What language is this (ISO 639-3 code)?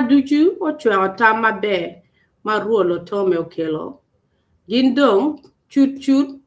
ach